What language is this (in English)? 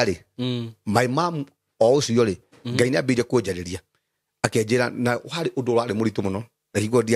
Kikuyu